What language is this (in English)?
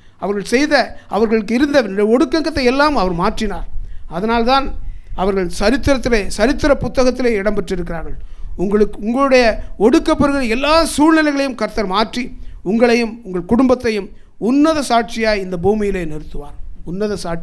Tamil